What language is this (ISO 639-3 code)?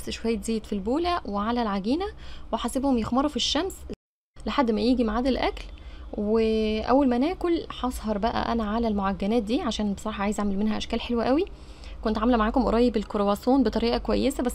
arz